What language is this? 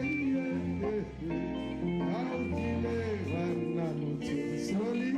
Tswana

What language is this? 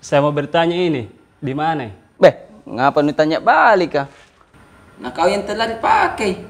Makassar Malay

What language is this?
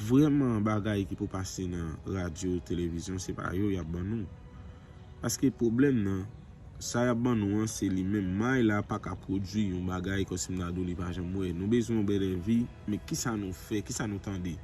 Haitian Creole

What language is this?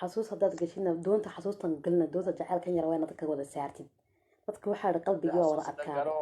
Somali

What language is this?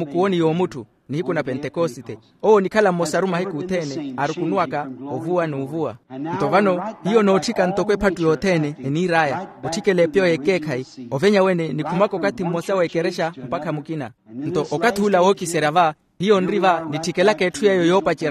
Makhuwa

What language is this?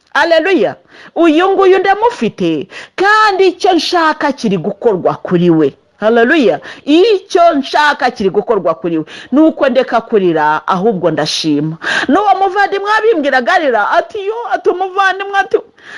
Kinyarwanda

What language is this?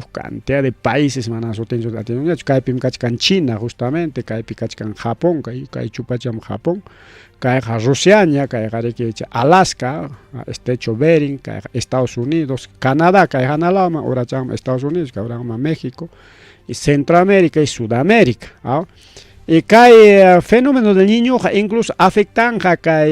Ayacucho Quechua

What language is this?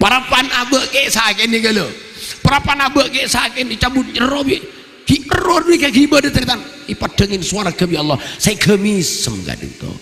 Madurese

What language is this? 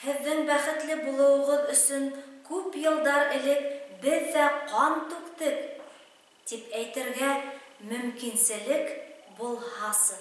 Bashkir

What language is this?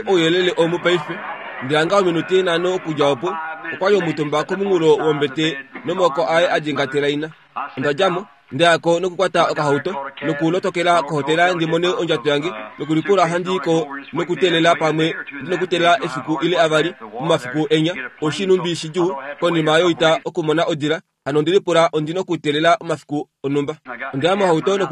Kuanyama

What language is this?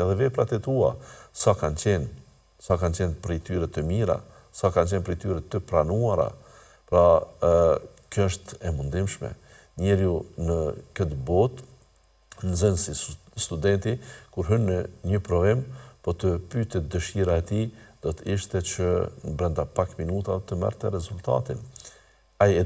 Albanian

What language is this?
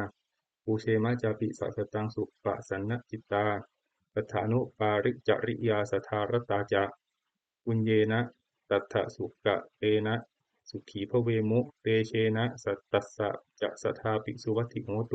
Pali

